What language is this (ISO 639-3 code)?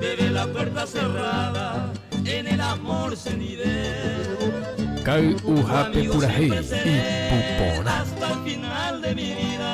grn